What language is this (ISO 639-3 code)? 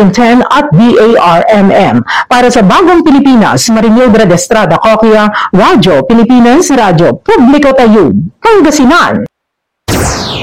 fil